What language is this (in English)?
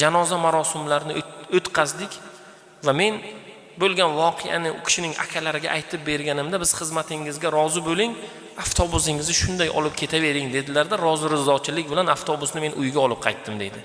Uzbek